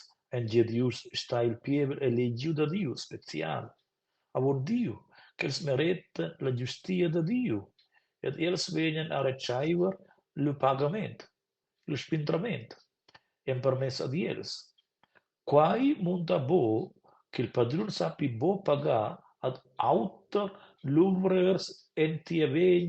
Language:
Romansh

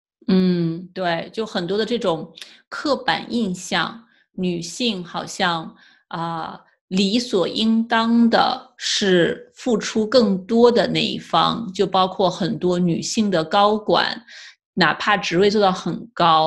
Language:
Chinese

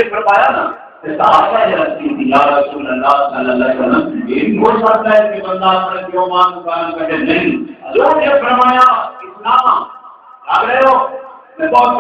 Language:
Saraiki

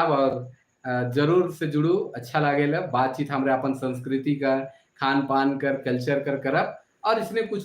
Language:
Sadri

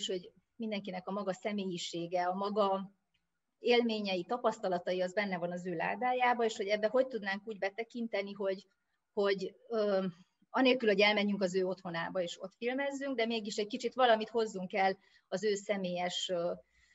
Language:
Hungarian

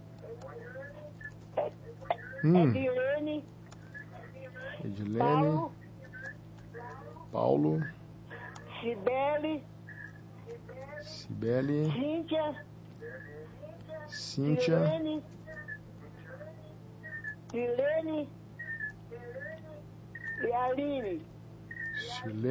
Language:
Portuguese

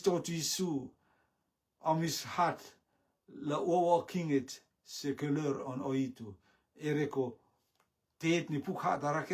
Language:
Rotuman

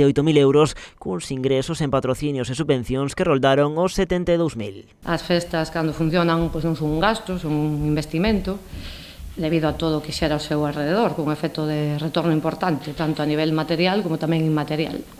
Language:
Galician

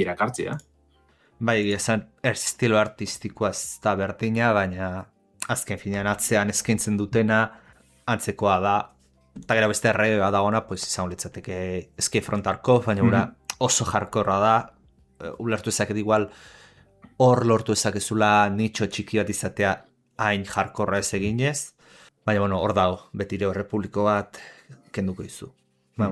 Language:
Basque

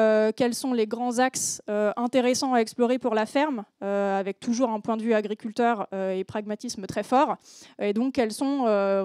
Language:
French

